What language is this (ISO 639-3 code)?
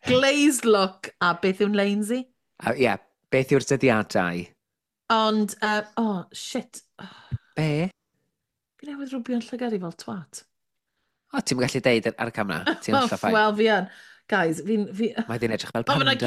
cym